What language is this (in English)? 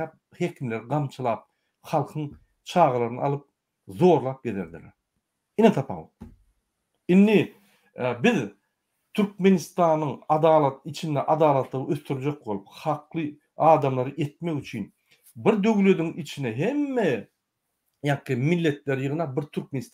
Turkmen